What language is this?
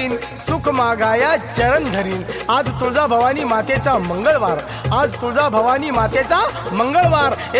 Marathi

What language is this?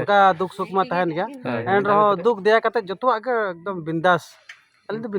Santali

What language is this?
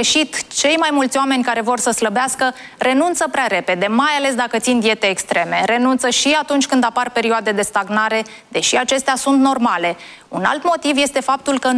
Romanian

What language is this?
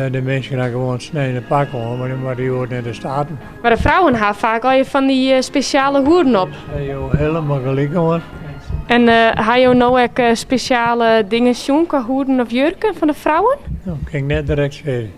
Western Frisian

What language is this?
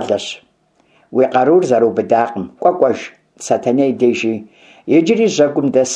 Kabardian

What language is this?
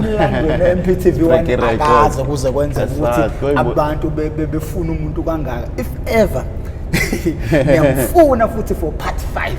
Zulu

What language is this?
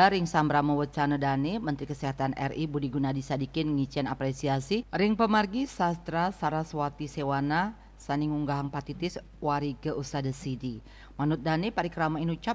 Balinese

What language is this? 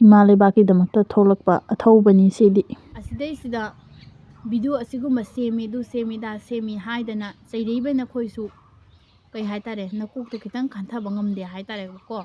Manipuri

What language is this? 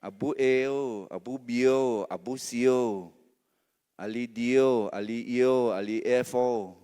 Akha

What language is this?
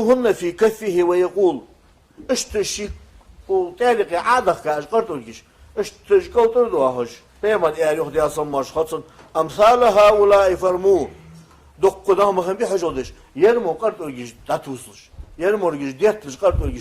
Ingush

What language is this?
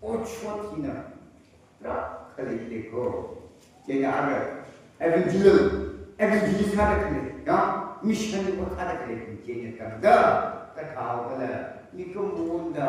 Tangkhul Naga (India)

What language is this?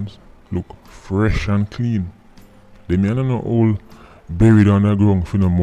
Jamaican Creole English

